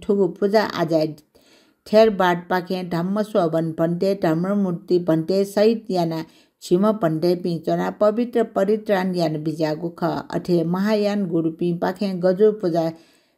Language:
Newari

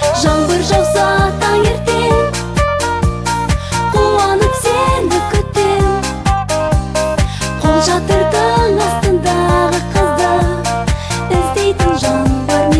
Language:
Kazakh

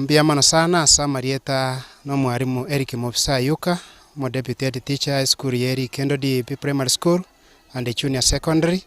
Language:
Gusii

